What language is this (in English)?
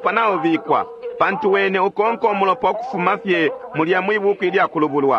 Bemba